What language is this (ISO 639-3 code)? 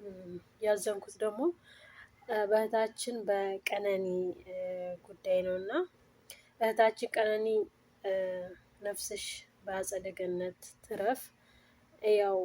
amh